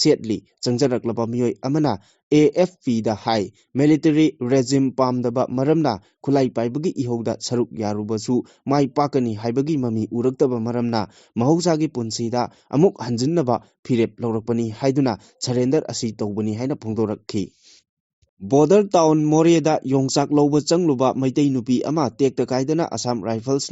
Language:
Manipuri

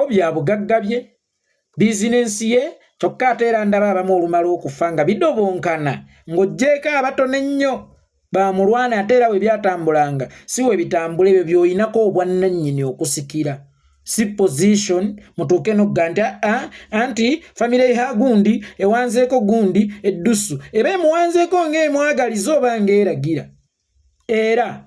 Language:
Ganda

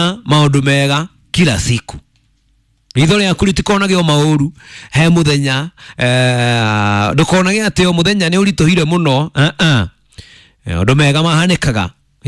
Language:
Kikuyu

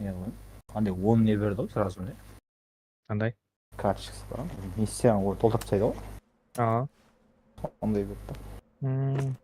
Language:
Kara-Kalpak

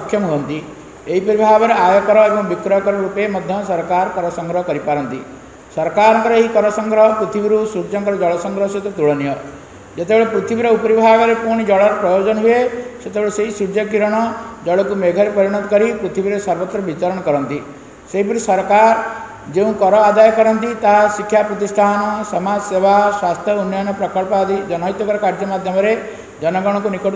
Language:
Odia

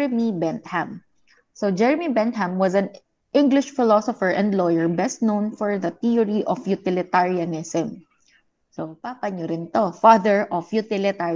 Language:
Filipino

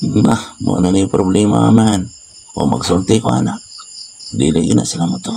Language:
Cebuano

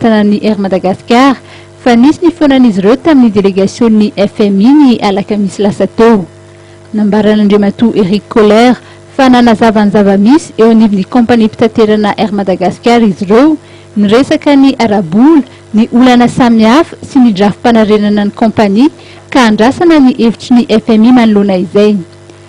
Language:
Malagasy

